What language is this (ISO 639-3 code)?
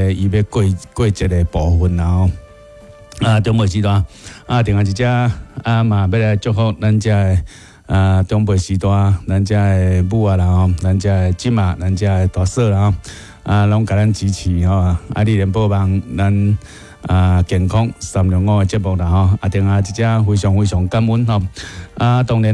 nan